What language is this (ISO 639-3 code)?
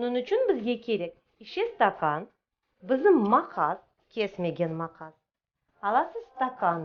crh